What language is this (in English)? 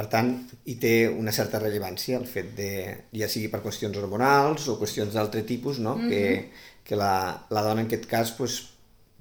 Catalan